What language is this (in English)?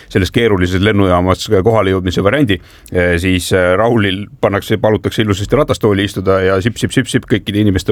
Estonian